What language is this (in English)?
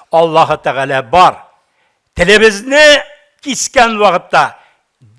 Tatar